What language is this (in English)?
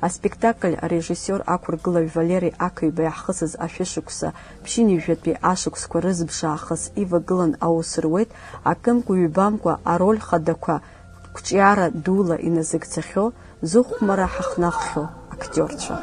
Abkhazian